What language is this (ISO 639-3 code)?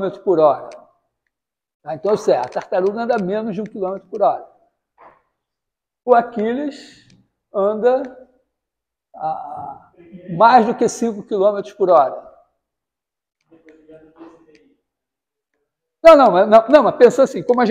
por